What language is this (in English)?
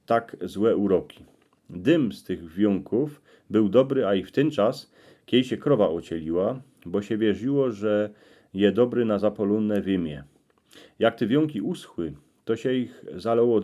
Silesian